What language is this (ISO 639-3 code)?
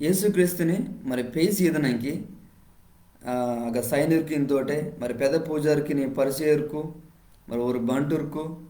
kff